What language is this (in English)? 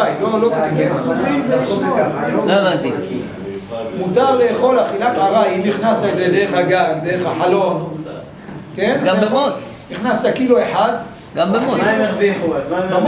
Hebrew